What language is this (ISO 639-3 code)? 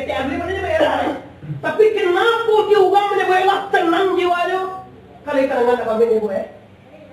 min